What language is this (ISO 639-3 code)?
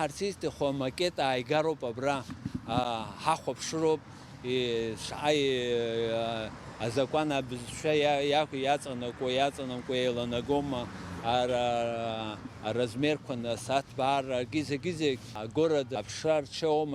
abk